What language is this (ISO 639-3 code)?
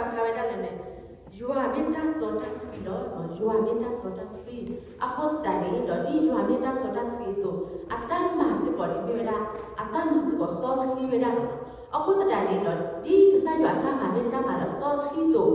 ksw